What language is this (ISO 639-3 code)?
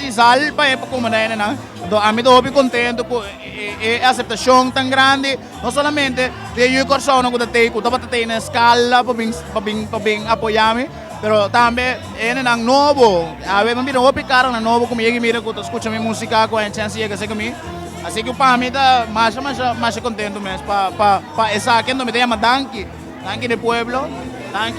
pap